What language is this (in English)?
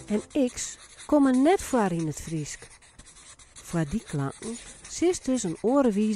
Western Frisian